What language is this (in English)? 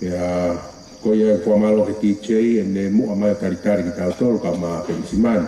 Tongan